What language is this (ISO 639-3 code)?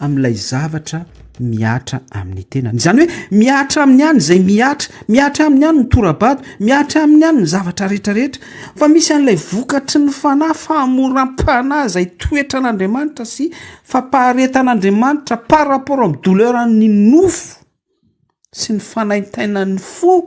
mlg